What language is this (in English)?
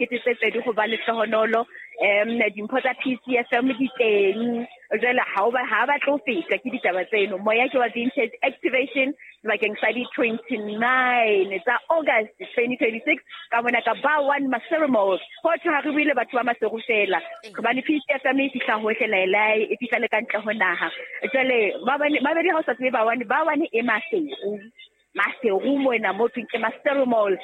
Southern Sotho